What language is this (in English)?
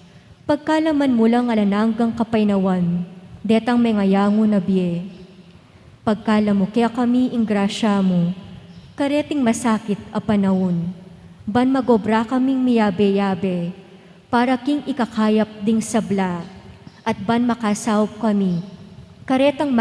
Pampanga